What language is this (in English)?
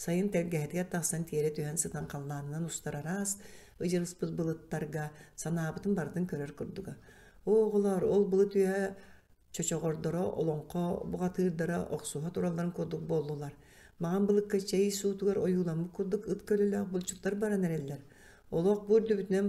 Yakut